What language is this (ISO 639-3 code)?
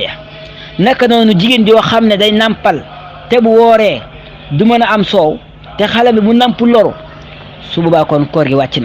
wol